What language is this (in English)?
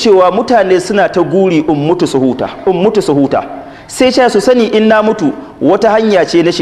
Hausa